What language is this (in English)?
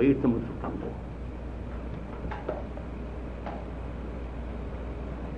Chinese